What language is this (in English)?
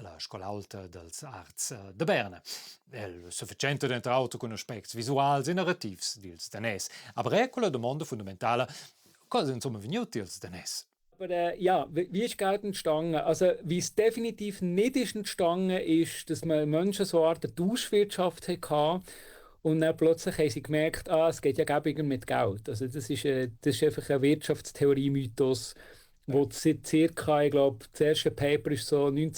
Romansh